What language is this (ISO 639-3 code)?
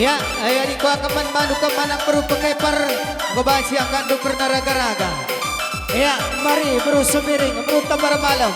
btx